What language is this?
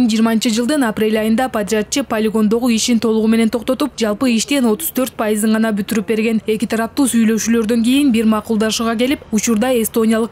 Kyrgyz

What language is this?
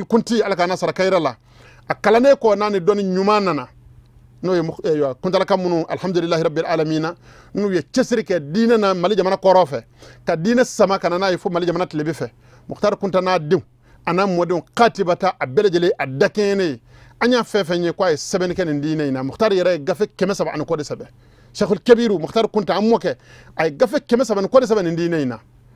Bambara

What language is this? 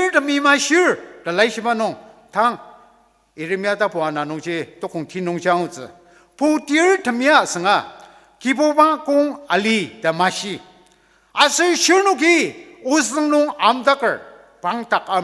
Ao Naga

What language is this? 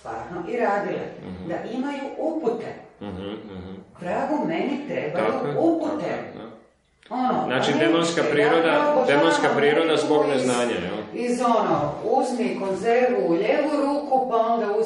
Croatian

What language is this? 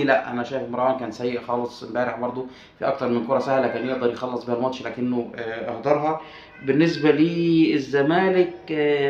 Egyptian Arabic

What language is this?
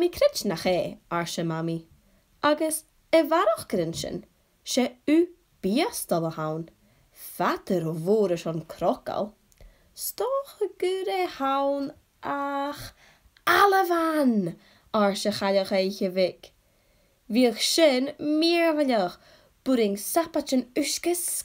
Scottish Gaelic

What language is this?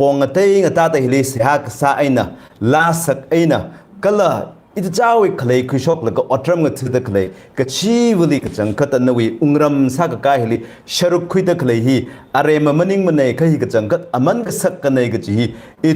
Tangkhul Naga (India)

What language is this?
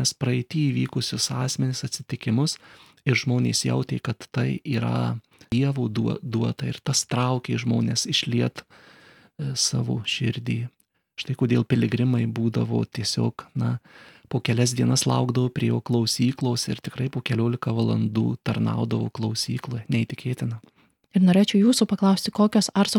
Lithuanian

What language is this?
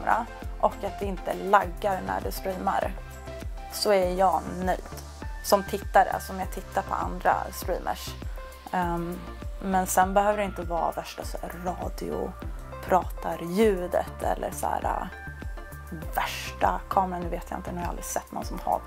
Swedish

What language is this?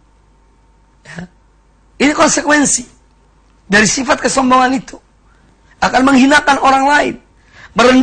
Indonesian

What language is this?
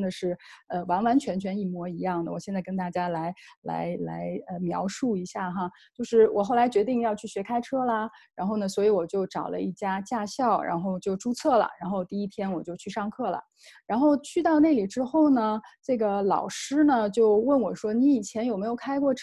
Chinese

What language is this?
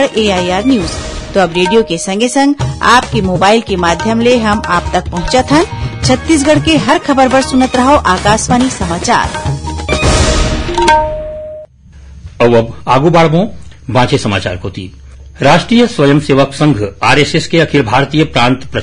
Chhattisgarhi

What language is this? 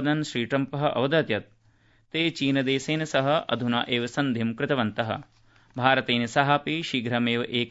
Sanskrit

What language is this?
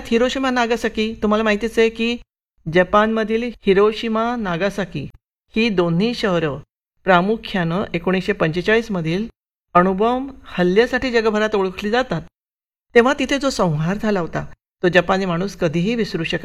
Marathi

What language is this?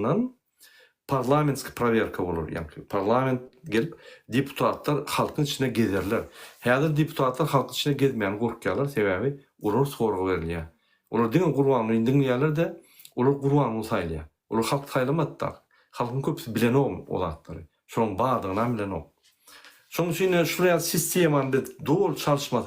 Turkmen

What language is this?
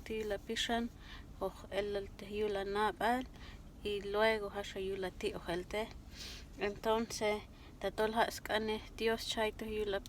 Q'anjob'al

